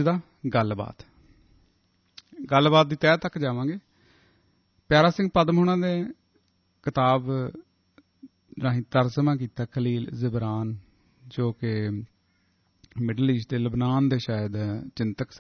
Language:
Punjabi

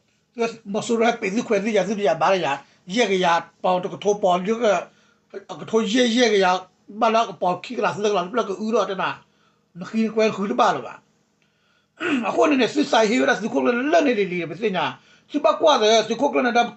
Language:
S'gaw Karen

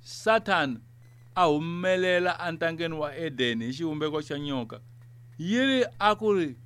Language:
Tsonga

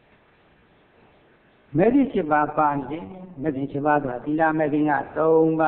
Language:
Burmese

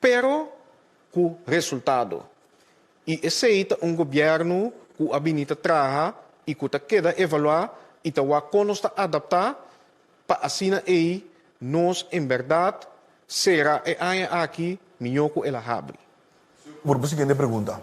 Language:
Papiamento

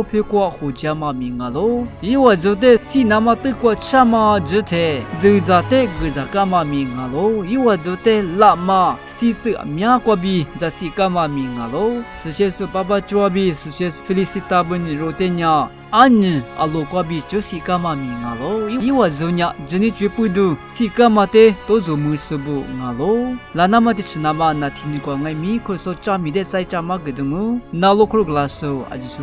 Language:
Lisu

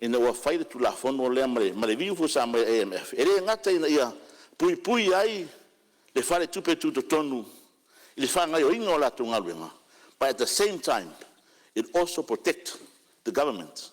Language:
Samoan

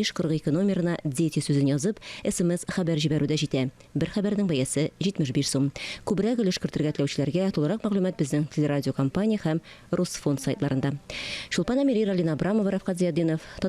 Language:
Tatar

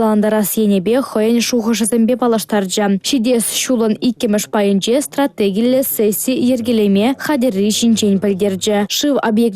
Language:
Chuvash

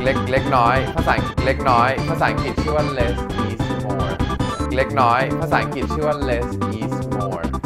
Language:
Thai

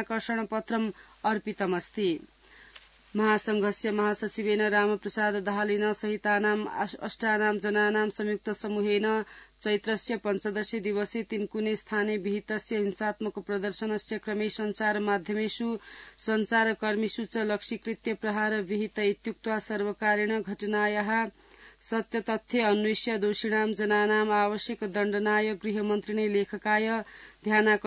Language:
Sanskrit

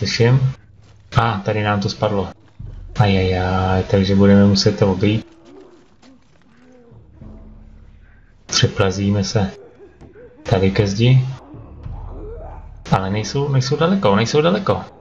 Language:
Czech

